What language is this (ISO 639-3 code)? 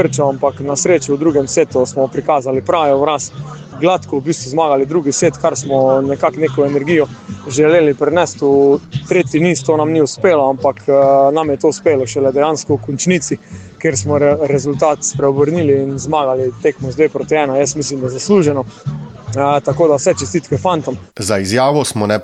slv